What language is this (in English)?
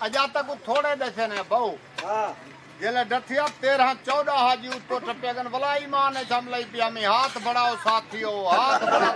Saraiki